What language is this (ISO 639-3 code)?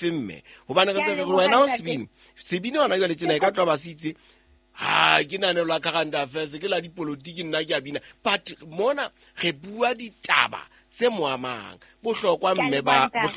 sot